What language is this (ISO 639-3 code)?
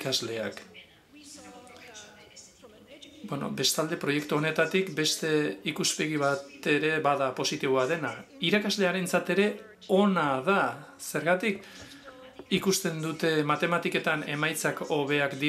eus